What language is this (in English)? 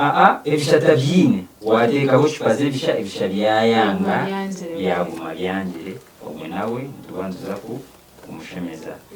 Nyankole